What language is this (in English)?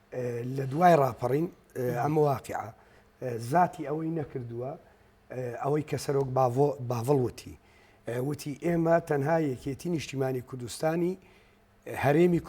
Central Kurdish